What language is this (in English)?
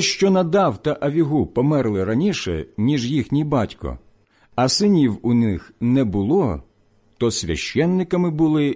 Ukrainian